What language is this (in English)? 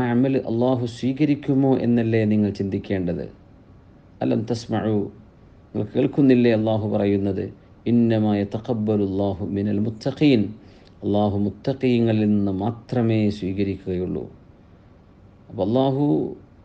Malayalam